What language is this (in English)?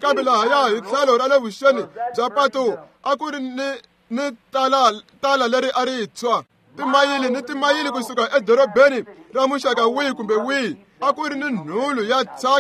Tsonga